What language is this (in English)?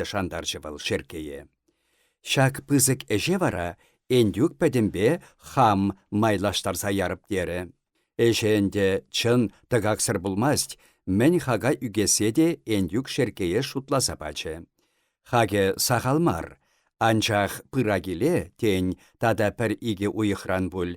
Chuvash